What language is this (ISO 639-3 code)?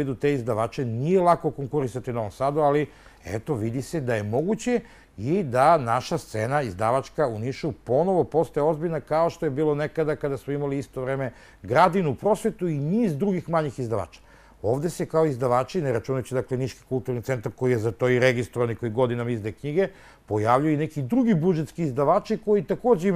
srp